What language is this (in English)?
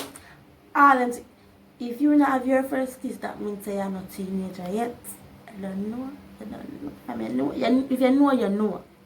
Jamaican Creole English